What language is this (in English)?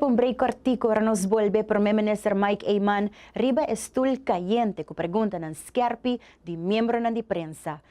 Papiamento